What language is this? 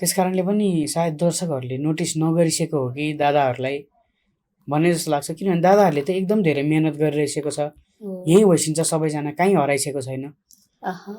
Nepali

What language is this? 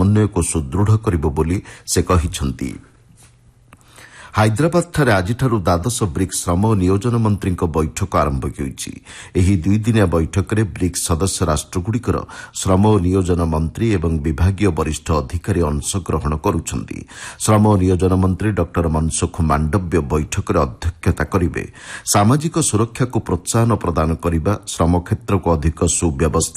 Odia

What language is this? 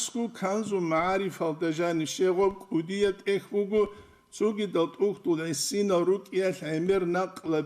Avaric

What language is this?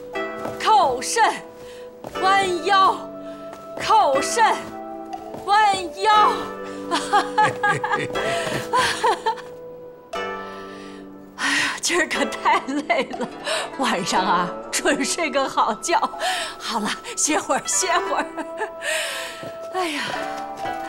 Chinese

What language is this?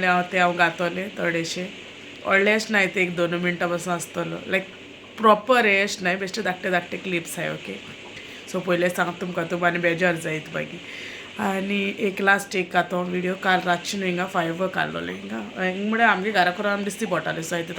Konkani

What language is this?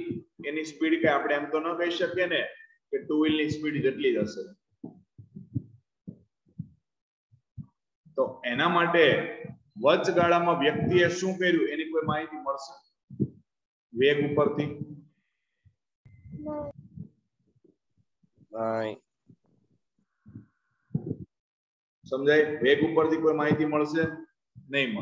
Gujarati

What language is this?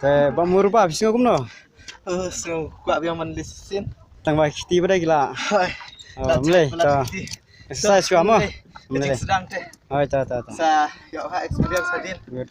Khasi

